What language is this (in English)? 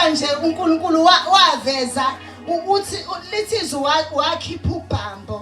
Zulu